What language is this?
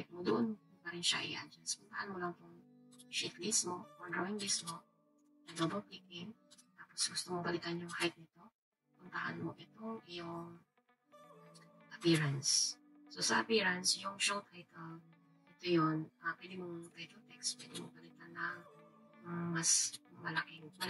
Filipino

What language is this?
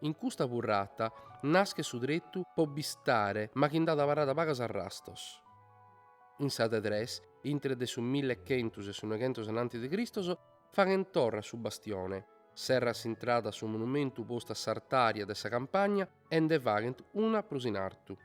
Sardinian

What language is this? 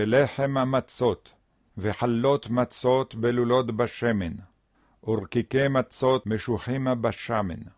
Hebrew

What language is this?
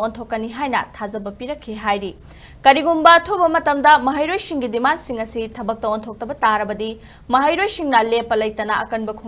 Manipuri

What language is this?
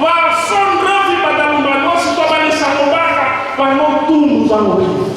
Nias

